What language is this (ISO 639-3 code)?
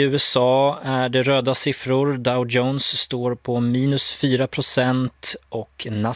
swe